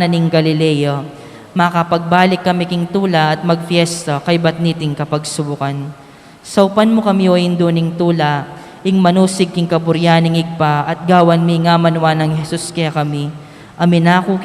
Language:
Pampanga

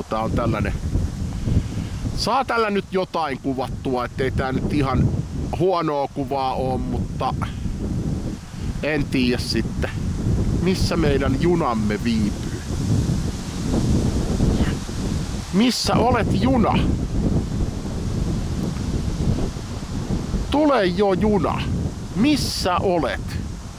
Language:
Finnish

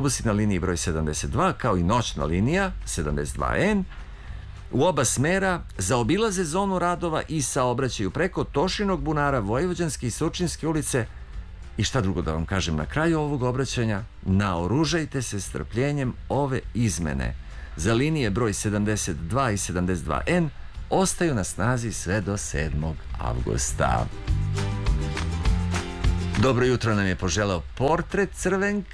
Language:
Serbian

